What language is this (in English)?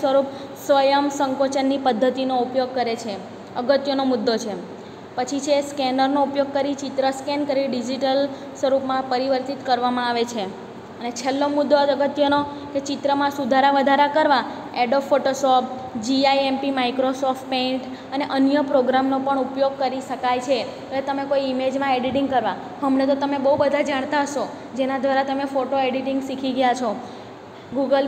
Gujarati